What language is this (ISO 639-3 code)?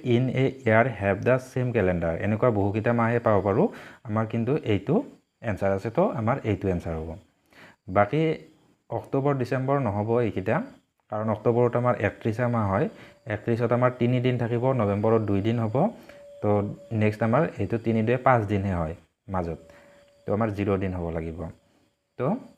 asm